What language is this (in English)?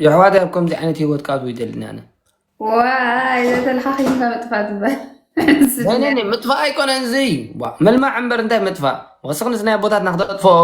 Tigrinya